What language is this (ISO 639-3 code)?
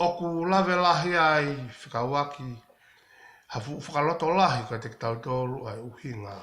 ton